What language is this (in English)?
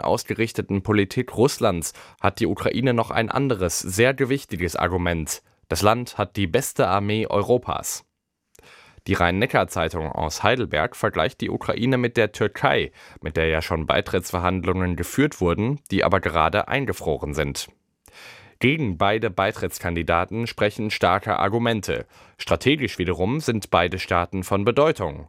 German